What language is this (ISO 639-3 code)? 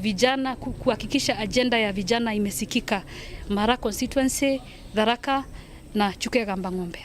mer